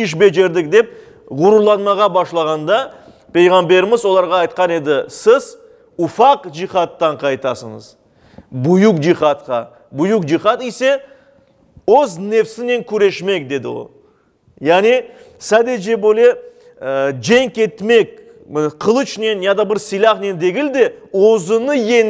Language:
Crimean Tatar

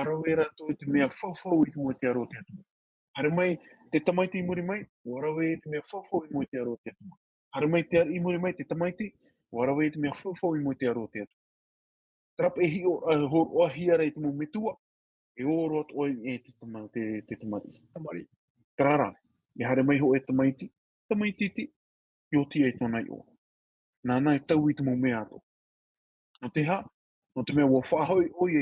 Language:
Tahitian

